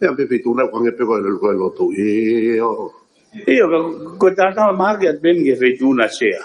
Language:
Tongan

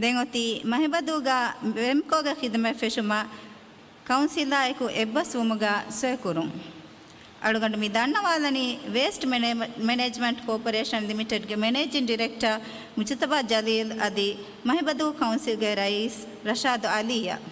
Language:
Divehi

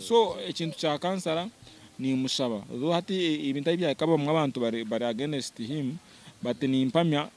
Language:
Nyankole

